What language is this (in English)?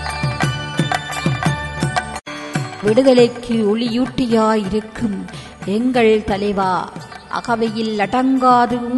Tamil